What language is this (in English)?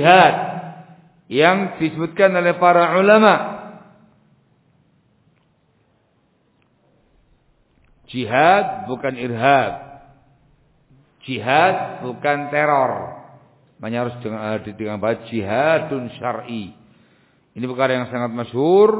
Indonesian